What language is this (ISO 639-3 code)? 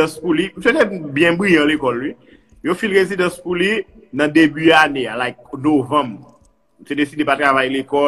hat